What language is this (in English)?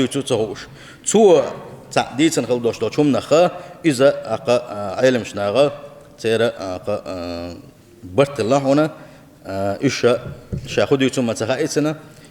Chechen